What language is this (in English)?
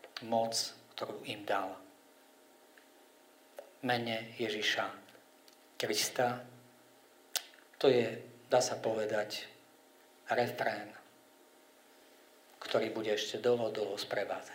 Slovak